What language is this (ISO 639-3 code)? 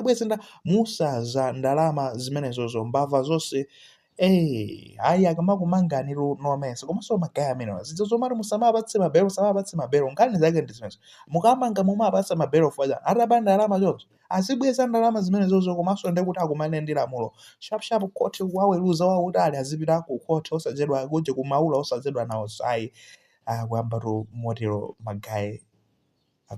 nya